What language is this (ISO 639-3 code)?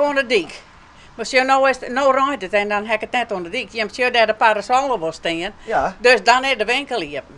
fry